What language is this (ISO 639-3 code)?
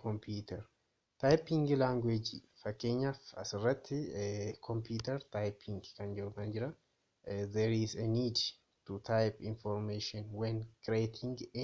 orm